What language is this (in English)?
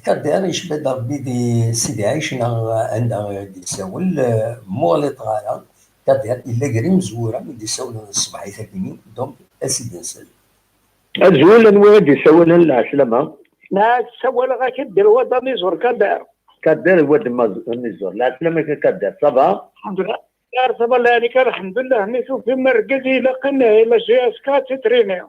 Kabyle